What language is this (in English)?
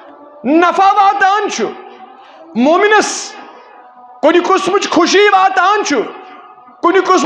Kashmiri